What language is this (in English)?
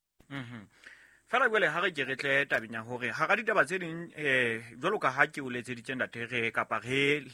Southern Sotho